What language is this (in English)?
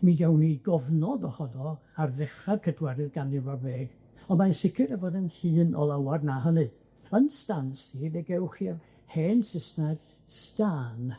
Welsh